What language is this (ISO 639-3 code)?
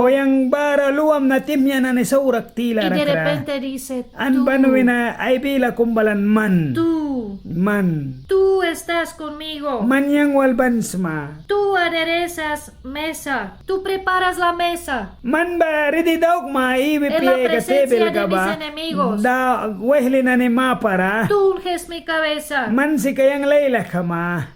miq